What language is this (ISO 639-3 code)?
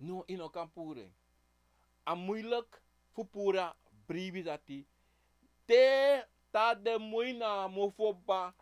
srn